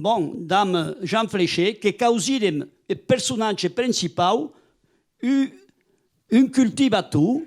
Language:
Occitan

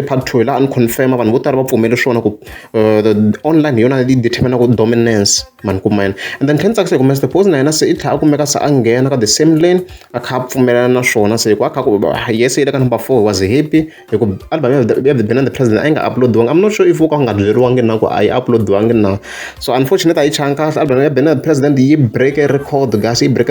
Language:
Tsonga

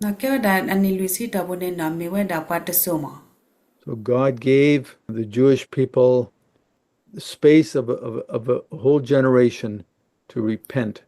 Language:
S'gaw Karen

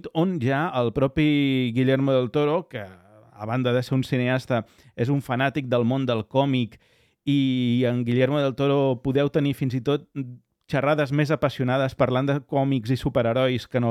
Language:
Catalan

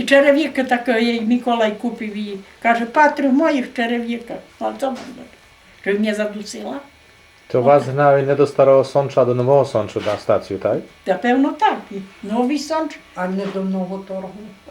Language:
Rusyn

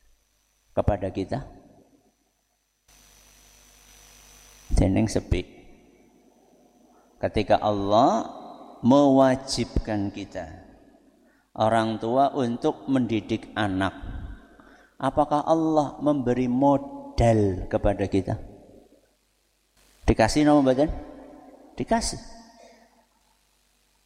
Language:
Indonesian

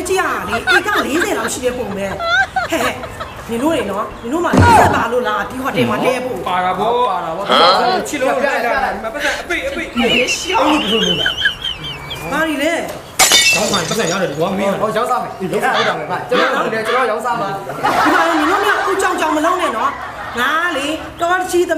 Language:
Burmese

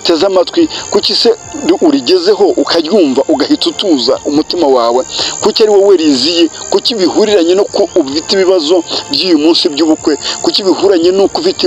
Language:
Kinyarwanda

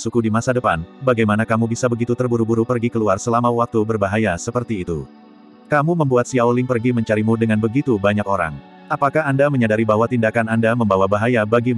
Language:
Indonesian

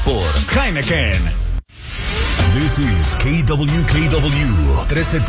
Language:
Spanish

